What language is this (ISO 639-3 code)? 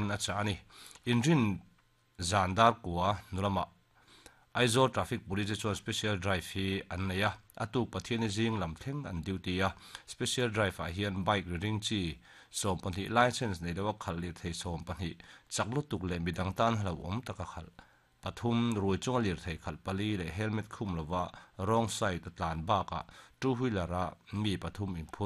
lus